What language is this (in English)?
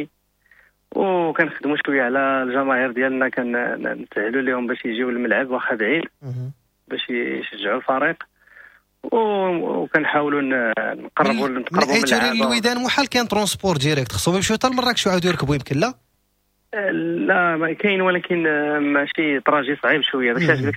Moroccan Arabic